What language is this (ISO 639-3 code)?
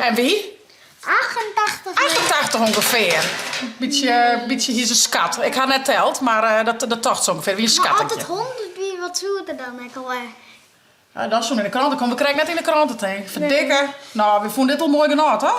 fry